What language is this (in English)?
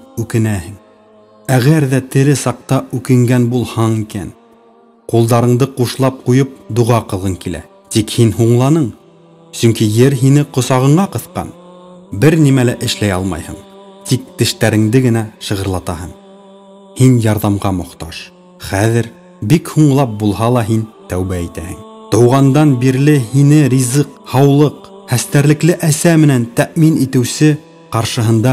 Bashkir